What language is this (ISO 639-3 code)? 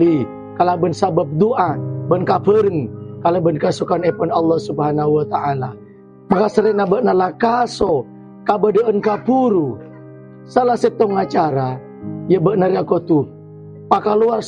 mad